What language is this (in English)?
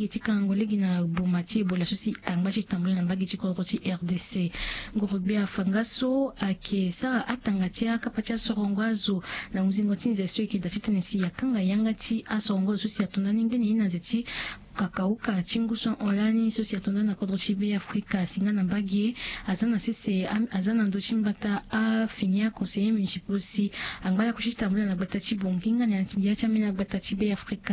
Sango